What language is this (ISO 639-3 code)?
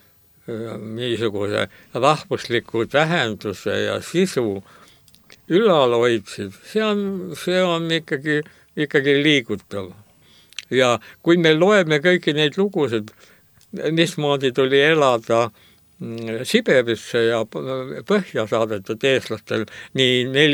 est